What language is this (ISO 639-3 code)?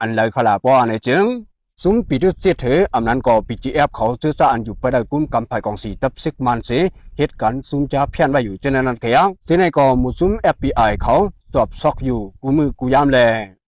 shn